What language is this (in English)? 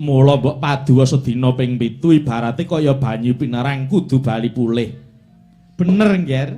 Javanese